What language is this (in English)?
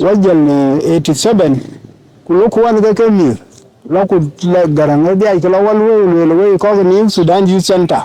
Dinka